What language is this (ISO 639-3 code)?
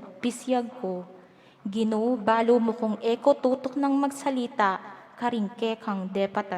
pam